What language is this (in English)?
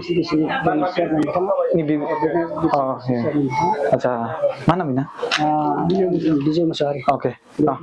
Bodo